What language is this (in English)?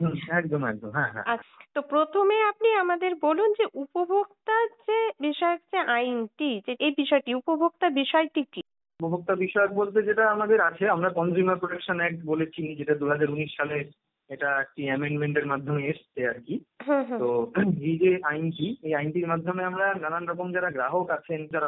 Bangla